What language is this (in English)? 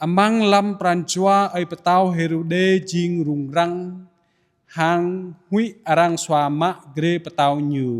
Jarai